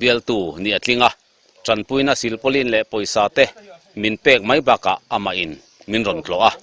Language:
Mizo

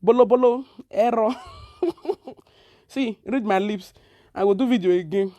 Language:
Nigerian Pidgin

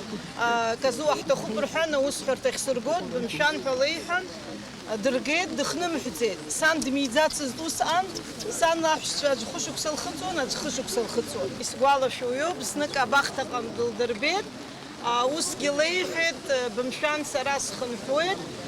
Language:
Abkhazian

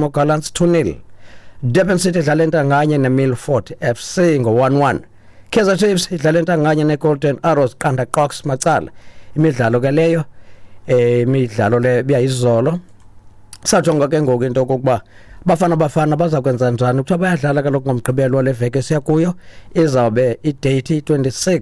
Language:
Xhosa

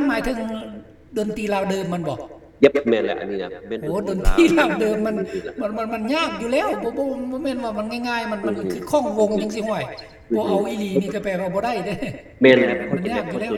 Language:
Lao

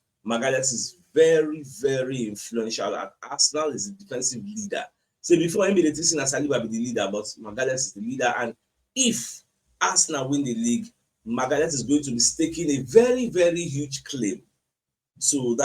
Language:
Nigerian Pidgin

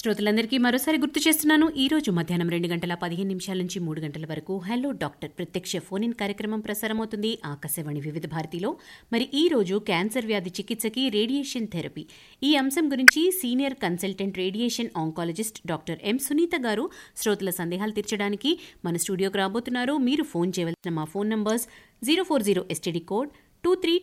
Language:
Telugu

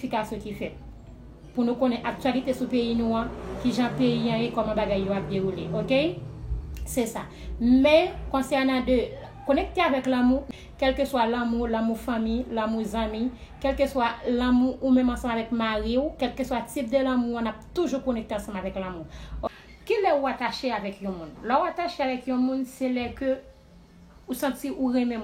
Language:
Haitian Creole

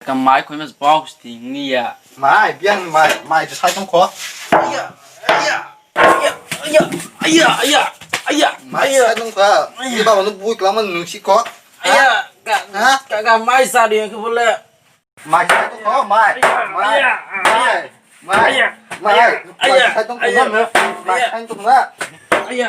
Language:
Kok Borok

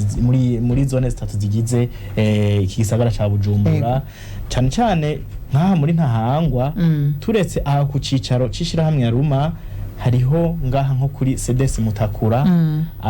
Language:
Rundi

